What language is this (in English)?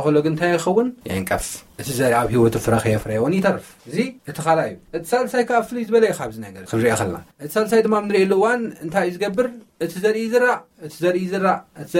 Tigrinya